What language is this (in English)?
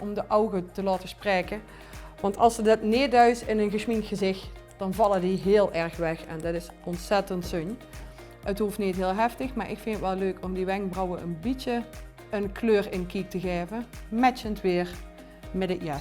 Limburgish